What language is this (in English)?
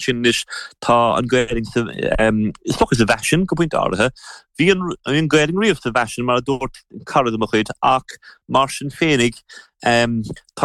Irish